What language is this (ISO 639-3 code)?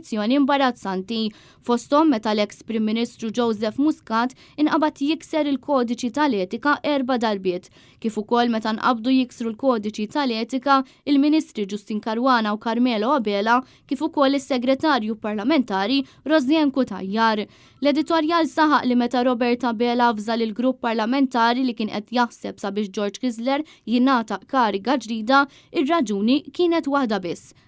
mlt